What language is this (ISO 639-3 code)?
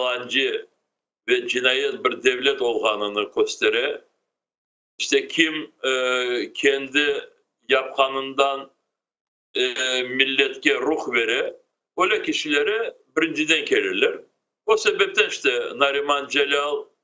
crh